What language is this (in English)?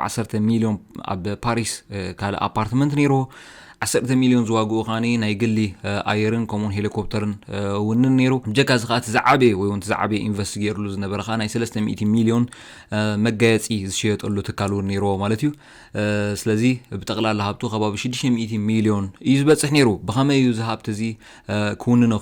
Tigrinya